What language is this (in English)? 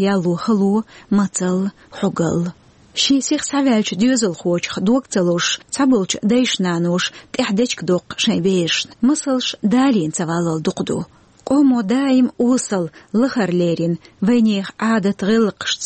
Chechen